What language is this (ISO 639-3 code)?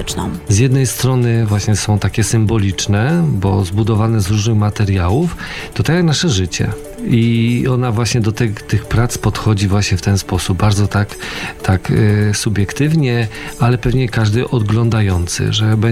pol